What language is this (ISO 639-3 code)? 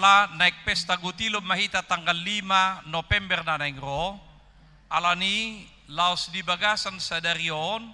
bbc